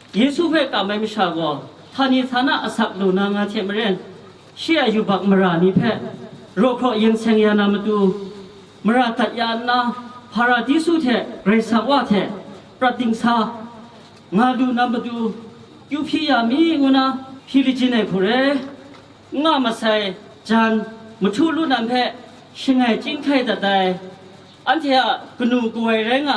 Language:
Kachin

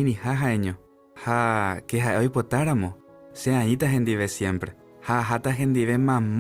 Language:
Guarani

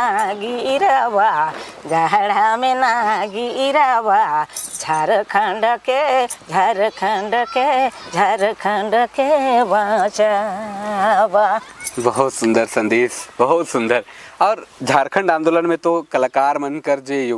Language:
Sadri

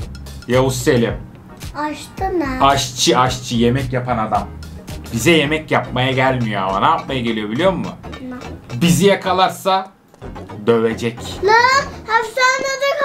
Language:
Turkish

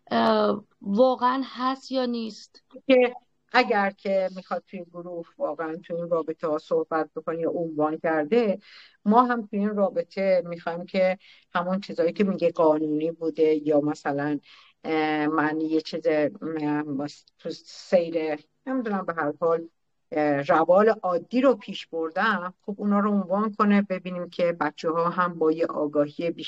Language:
Persian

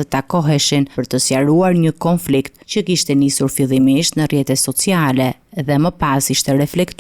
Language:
Albanian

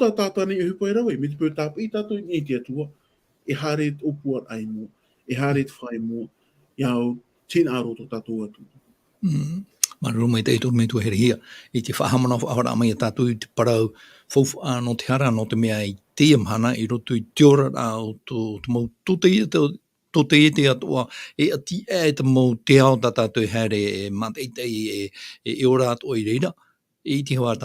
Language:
Tahitian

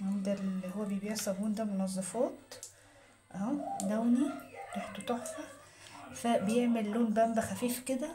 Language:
Egyptian Arabic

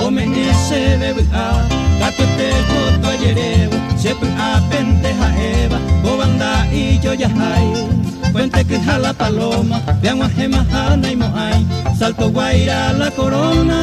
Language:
Guarani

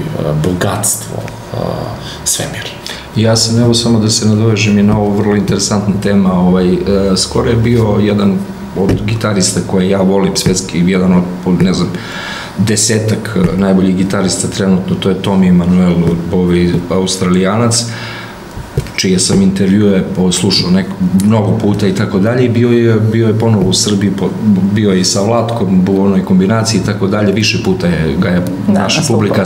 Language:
Serbian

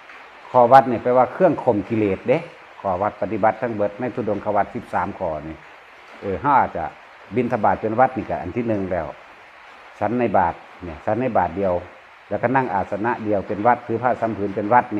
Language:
Lao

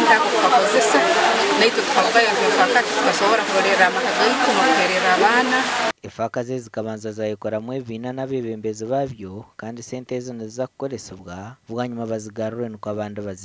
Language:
Nyankole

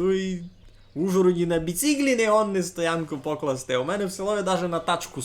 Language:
Rusyn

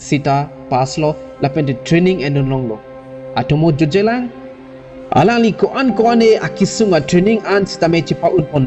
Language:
Karbi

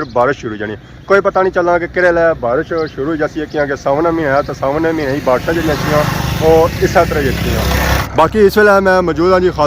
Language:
Pahari-Potwari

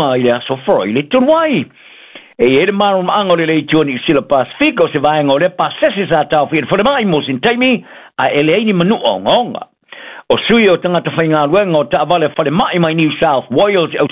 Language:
Samoan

